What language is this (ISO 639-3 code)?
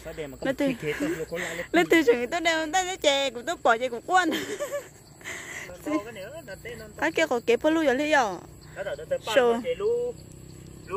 vie